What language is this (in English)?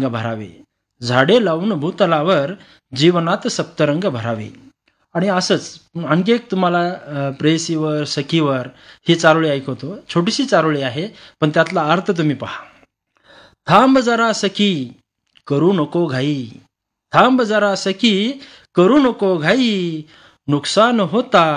Marathi